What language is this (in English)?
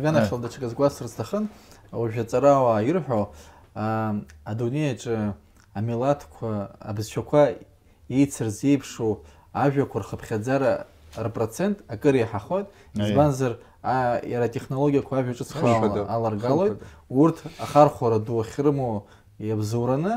Abkhazian